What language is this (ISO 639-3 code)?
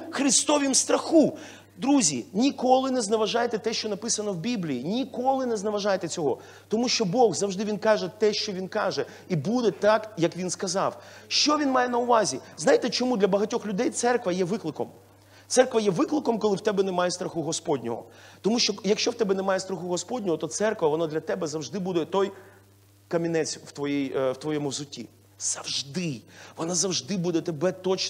ukr